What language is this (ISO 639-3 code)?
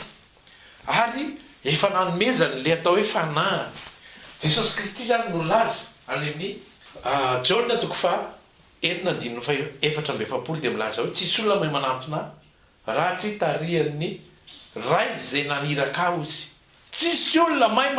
mlg